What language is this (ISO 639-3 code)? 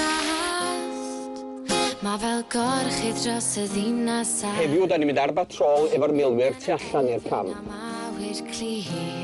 cym